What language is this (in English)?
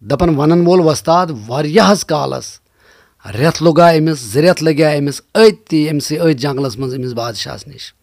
Kashmiri